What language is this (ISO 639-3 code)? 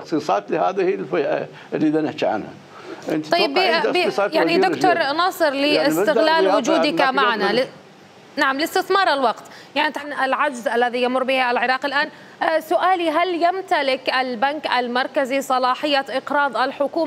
acm